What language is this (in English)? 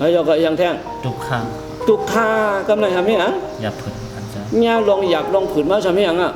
Shan